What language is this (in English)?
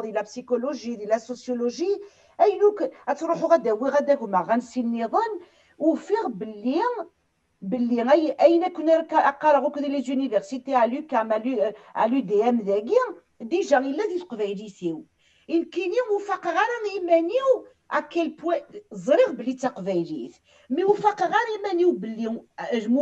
Kabyle